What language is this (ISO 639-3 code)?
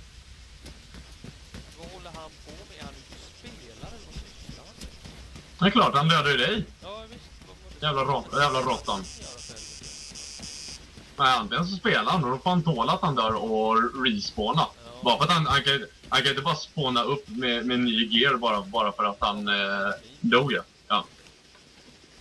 swe